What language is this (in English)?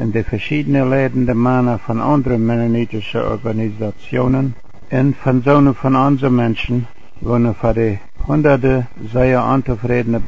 Plautdietsch